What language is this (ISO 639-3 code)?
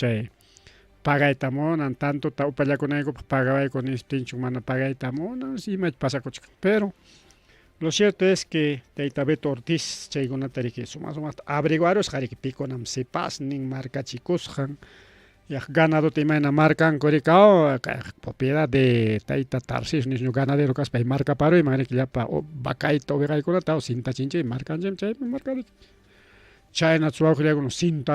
quy